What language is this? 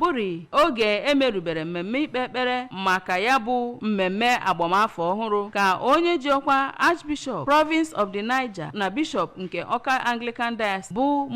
Igbo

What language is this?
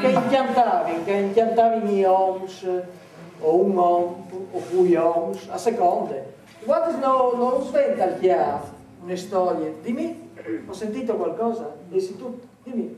Friulian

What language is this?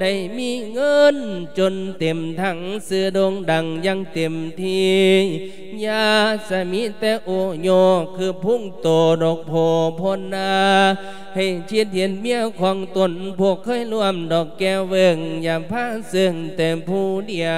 Lao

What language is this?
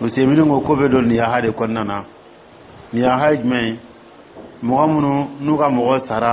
Dyula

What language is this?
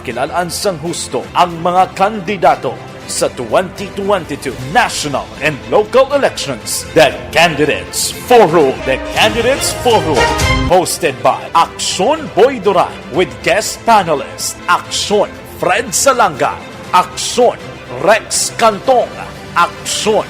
Hiligaynon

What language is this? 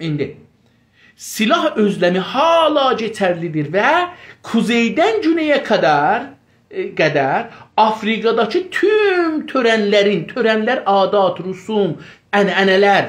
South Azerbaijani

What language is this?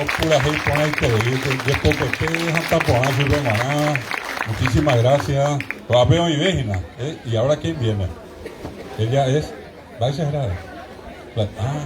Guarani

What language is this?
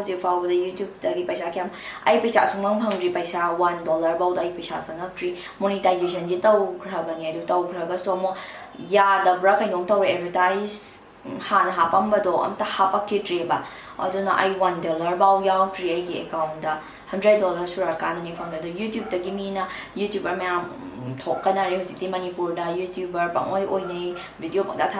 Manipuri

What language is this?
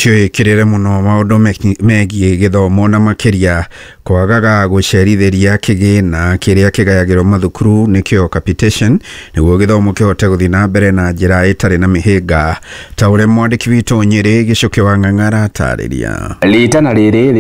Kikuyu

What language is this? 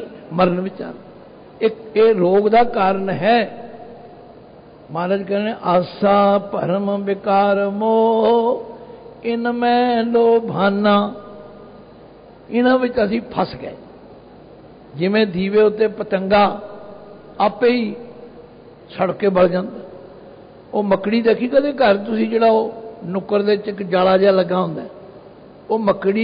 Punjabi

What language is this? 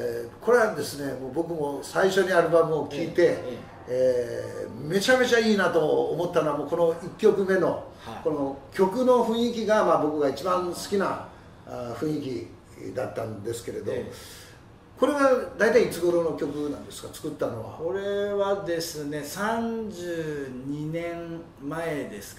Japanese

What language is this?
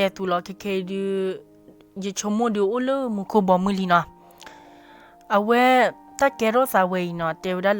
S'gaw Karen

